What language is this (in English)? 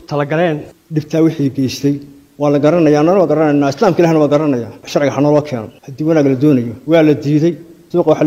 Somali